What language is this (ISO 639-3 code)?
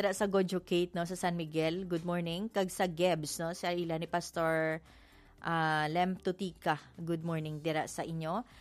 hil